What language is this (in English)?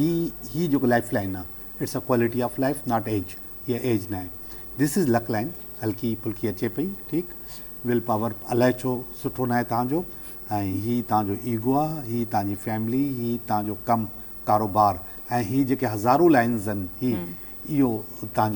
Sindhi